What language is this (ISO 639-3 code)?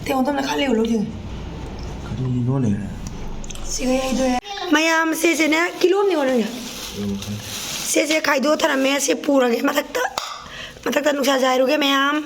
mni